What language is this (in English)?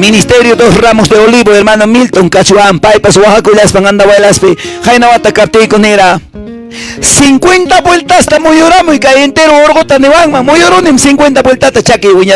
Quechua